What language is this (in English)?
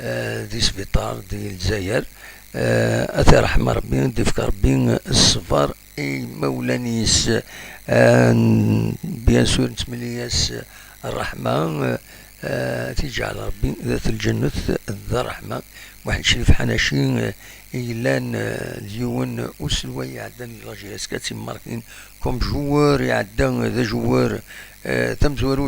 Kabyle